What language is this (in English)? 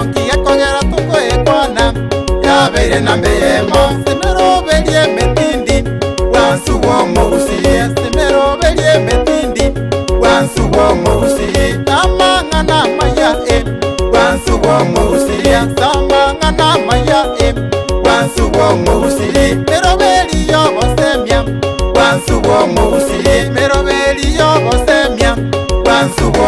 Gusii